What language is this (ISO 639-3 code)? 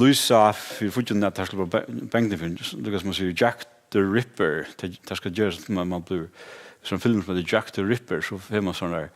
fao